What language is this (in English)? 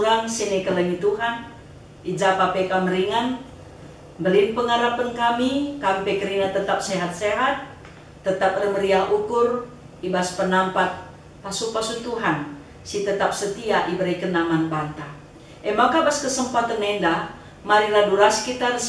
Batak Karo